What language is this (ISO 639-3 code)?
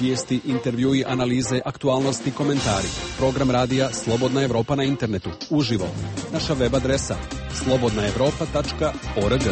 hrv